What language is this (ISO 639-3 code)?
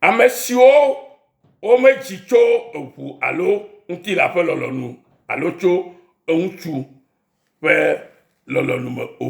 ewe